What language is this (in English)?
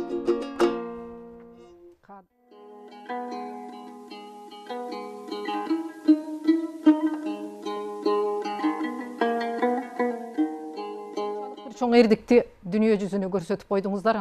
Kyrgyz